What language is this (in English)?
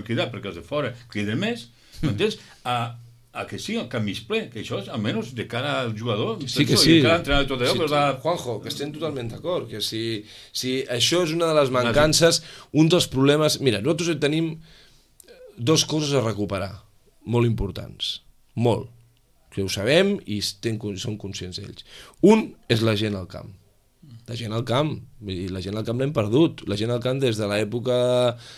Catalan